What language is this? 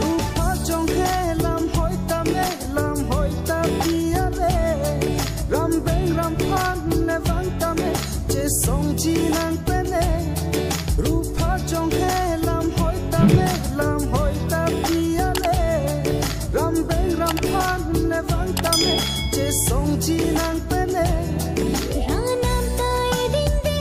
Karbi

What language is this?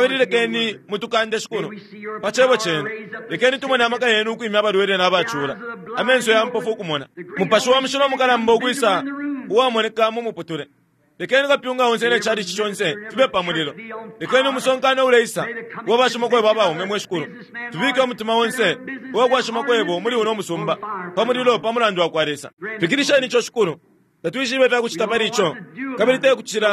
Bemba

